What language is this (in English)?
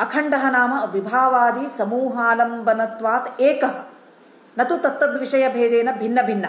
Sanskrit